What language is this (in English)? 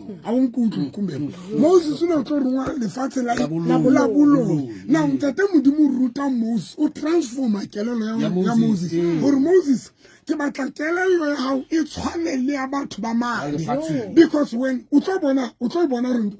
Southern Sotho